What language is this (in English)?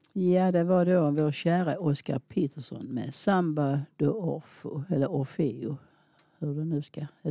Swedish